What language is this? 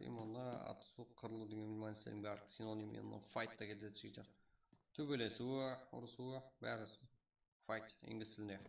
Kara-Kalpak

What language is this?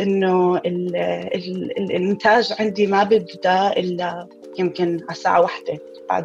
North Levantine Arabic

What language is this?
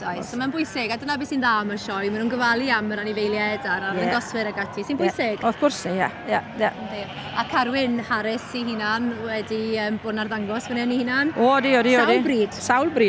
Welsh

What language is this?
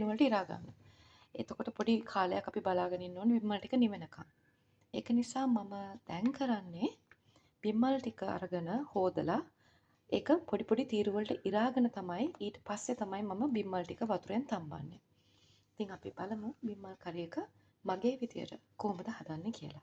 Sinhala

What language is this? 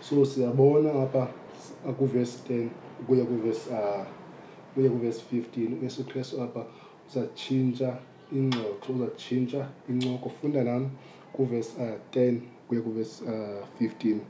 Xhosa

